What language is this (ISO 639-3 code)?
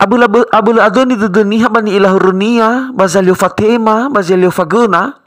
nia